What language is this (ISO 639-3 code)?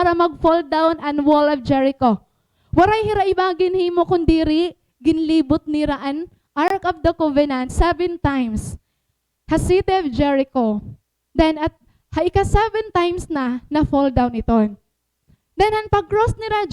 war